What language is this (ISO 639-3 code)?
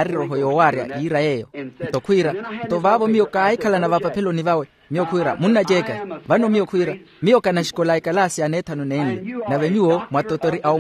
vmw